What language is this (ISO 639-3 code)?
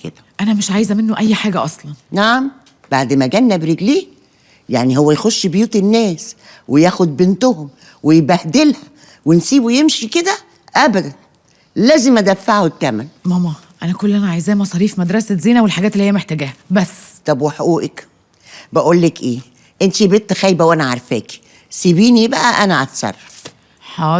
arz